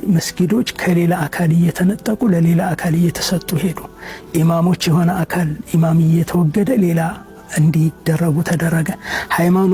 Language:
Amharic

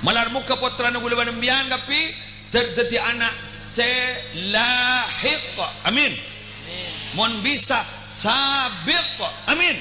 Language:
Madurese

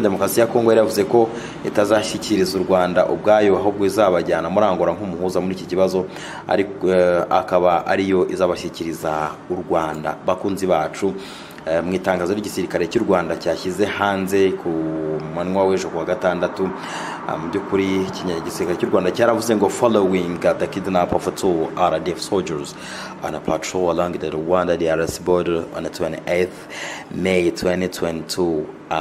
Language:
Kinyarwanda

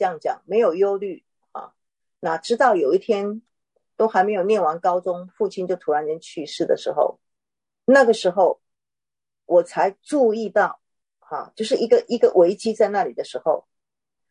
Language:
Chinese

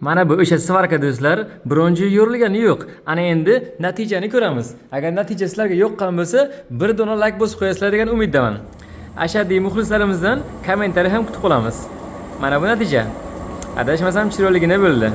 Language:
Uzbek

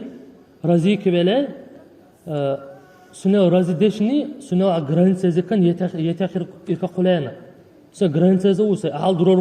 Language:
Dargwa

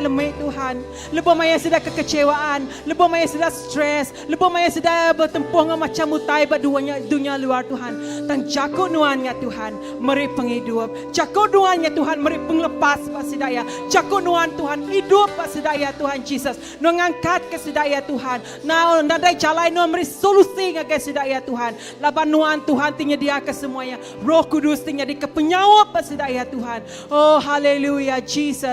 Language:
Iban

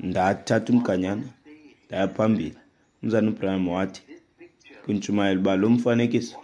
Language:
Xhosa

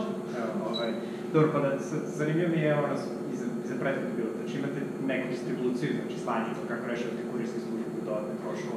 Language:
Serbian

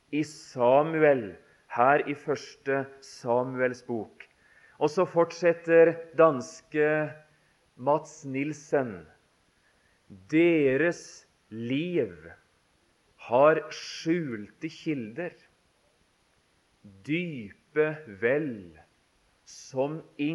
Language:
Norwegian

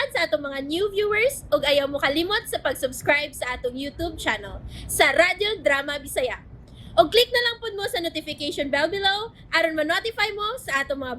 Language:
Cebuano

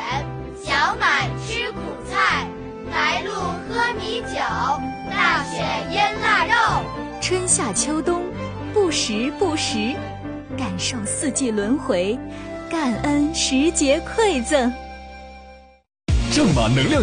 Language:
Chinese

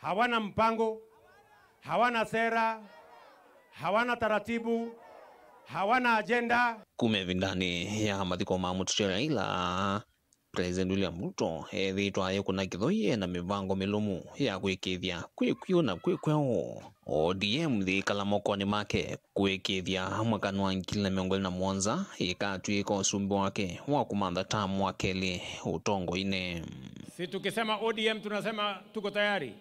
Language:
Kamba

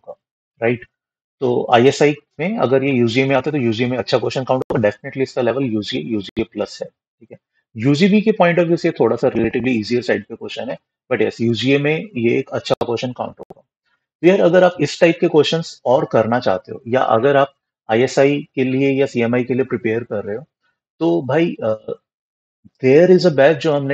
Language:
Hindi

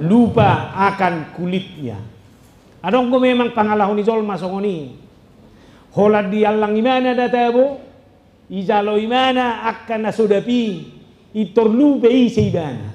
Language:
Batak Toba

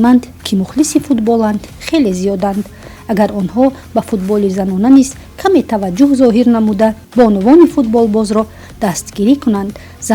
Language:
Tajik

